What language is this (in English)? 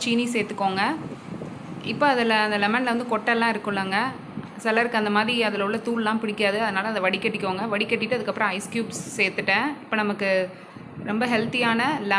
Tamil